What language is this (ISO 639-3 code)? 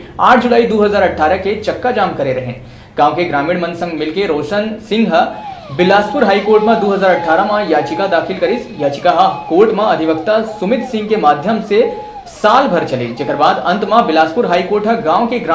hne